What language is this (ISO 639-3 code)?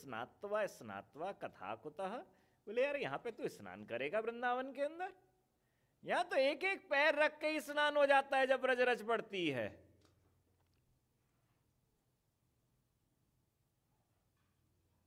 hin